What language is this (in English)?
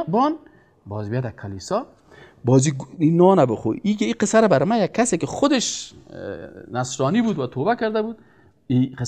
Persian